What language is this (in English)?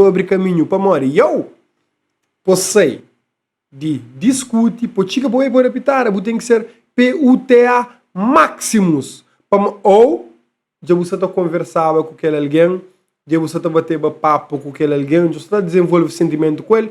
Kabuverdianu